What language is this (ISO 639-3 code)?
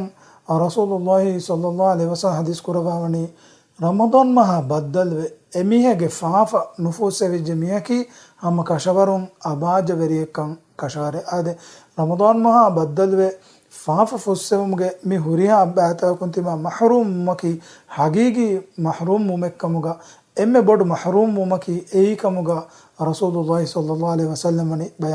div